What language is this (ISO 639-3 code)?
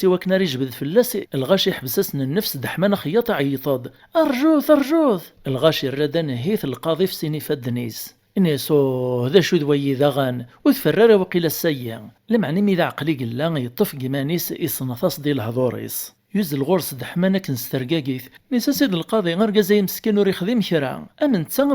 kab